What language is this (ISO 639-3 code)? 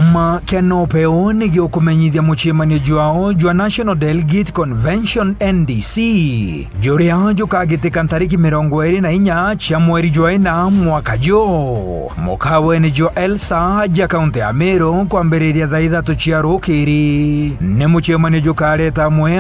mer